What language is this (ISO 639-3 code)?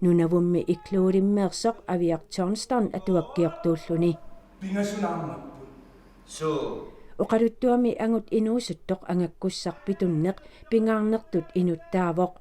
kal